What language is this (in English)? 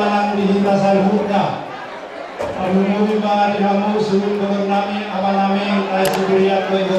Batak Toba